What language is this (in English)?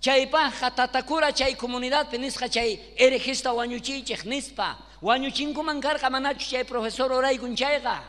South Bolivian Quechua